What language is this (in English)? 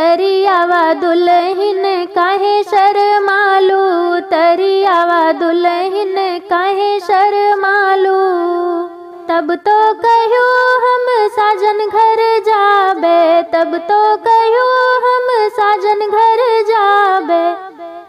Bhojpuri